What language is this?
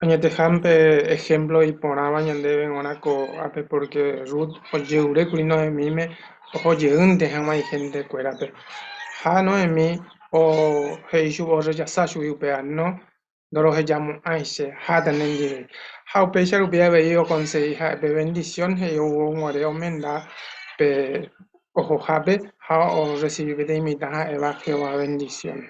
Guarani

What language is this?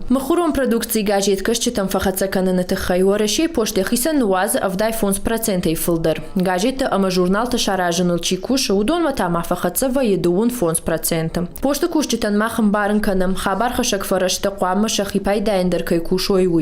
Ossetic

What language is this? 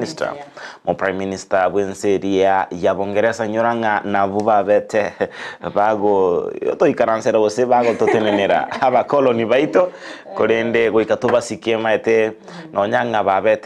Gusii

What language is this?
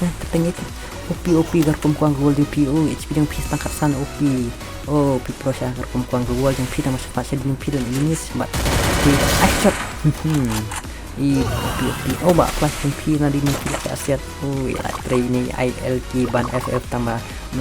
Khasi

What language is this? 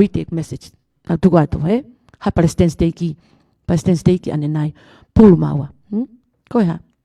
Tongan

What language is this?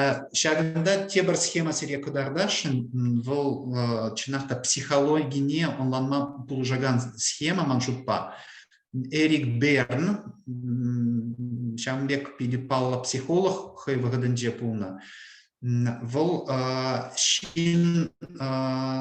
Chuvash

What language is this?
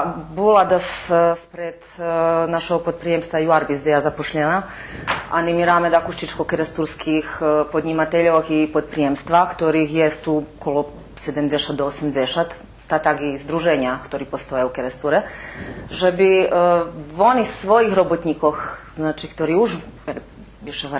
Rusyn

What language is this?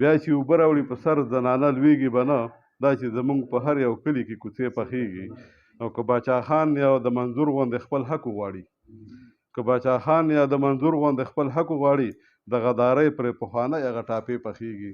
Pashto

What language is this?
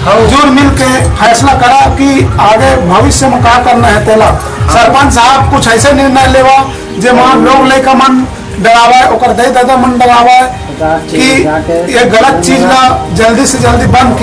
Chhattisgarhi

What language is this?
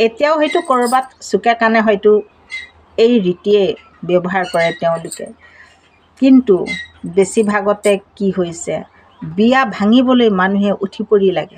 Assamese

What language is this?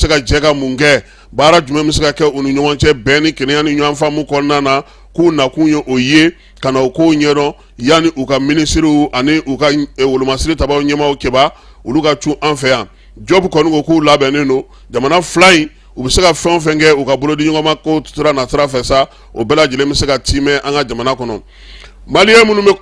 Bambara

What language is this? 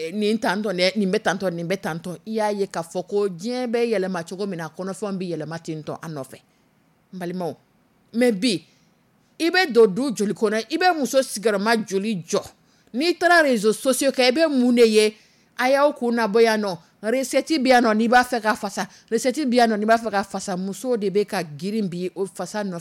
Dyula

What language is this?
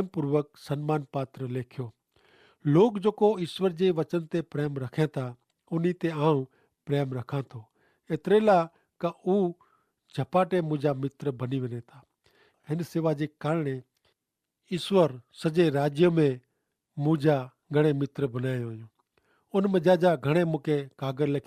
Kachhi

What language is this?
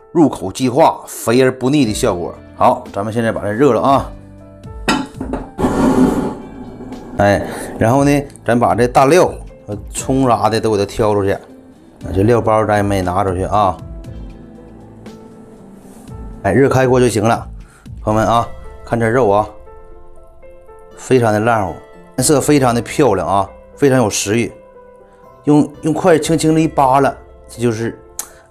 Chinese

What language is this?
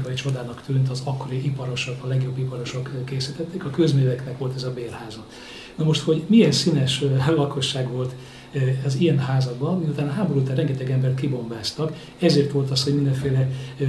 Hungarian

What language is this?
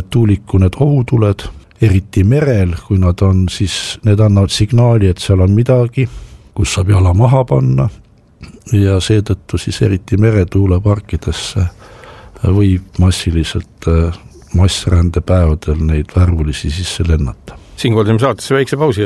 Estonian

